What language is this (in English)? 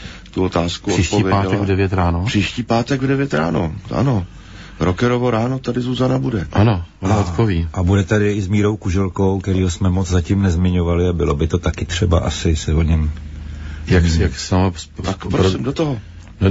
Czech